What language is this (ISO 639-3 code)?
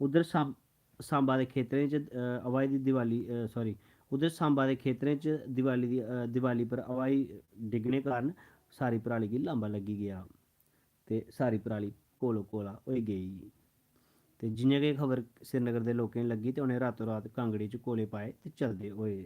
doi